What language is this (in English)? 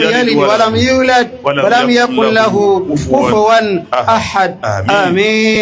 Yoruba